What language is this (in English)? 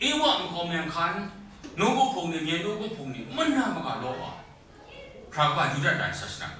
Kachin